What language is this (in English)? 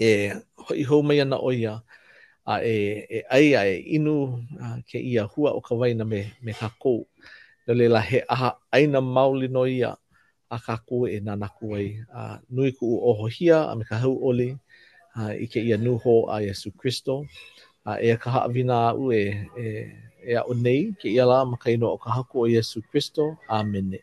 Hawaiian